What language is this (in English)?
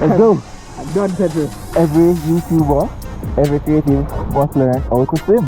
Jamaican Creole English